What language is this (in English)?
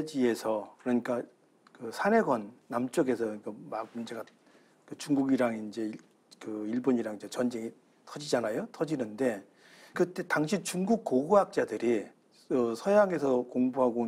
Korean